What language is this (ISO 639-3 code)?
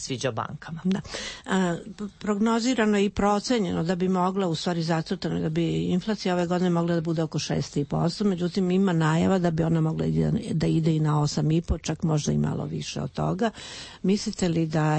srp